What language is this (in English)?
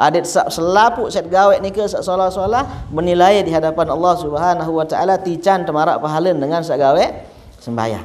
Sasak